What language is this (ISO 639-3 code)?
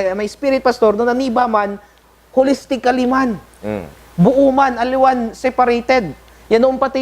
pag